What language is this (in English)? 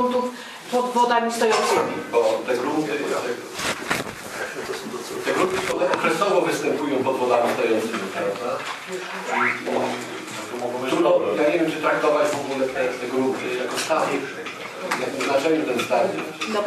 Polish